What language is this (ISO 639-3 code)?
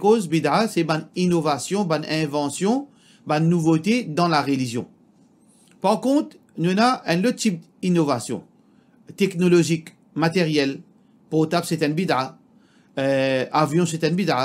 mfe